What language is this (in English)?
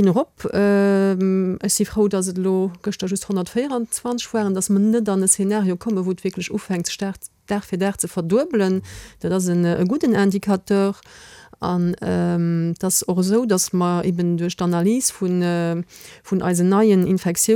Luxembourgish